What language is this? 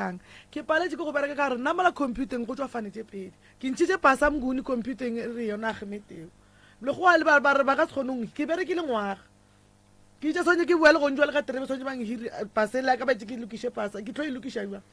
Northern Sotho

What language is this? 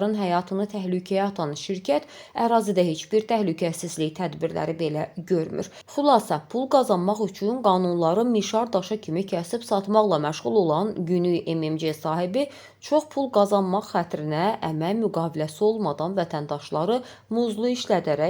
Azerbaijani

